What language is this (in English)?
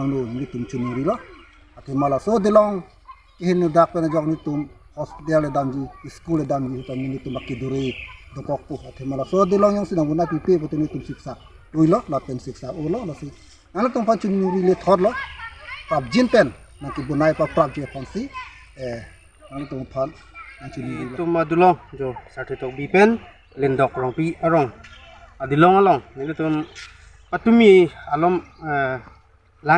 Karbi